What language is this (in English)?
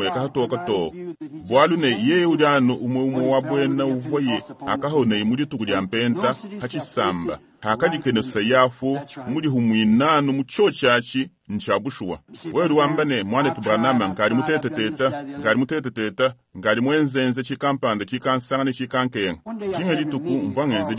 Luba-Lulua